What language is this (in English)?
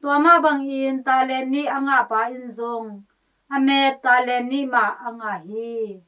Tedim Chin